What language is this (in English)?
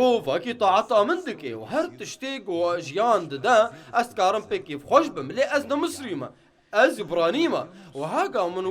Kurdish